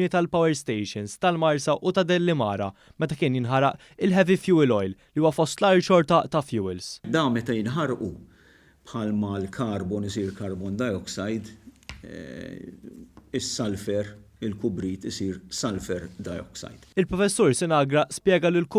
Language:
Maltese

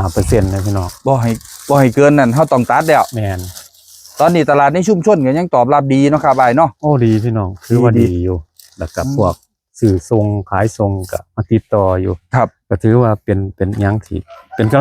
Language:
Northeastern Thai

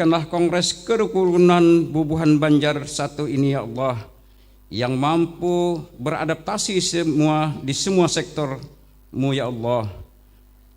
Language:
Banjar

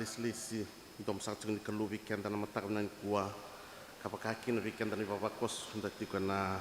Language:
Fijian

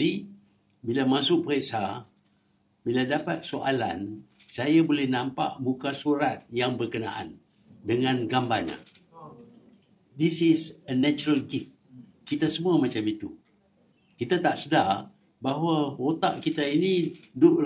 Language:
Malay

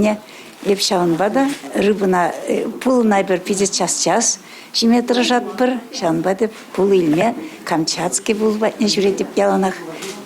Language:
Chuvash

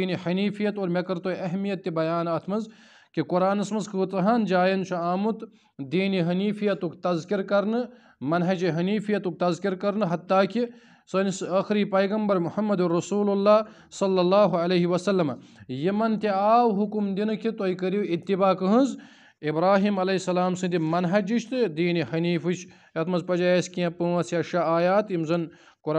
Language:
Kashmiri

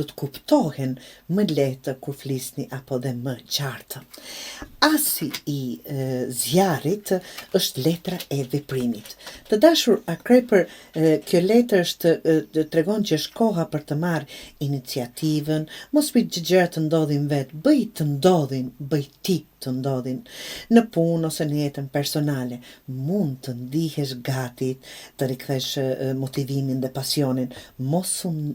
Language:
Albanian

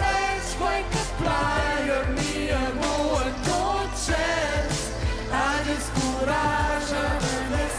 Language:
Romansh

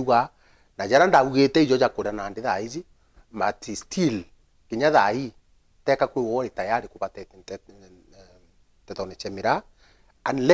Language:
Meru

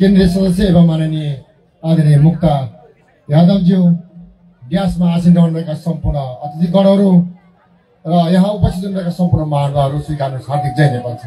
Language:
Nepali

